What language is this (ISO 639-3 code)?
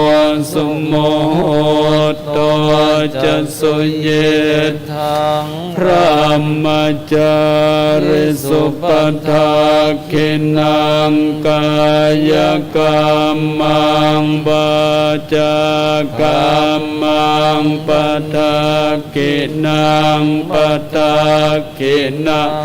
pli